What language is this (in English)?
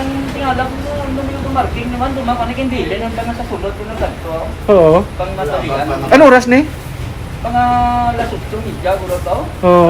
Hiligaynon